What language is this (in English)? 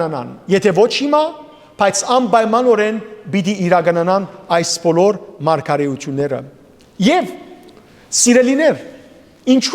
Western Armenian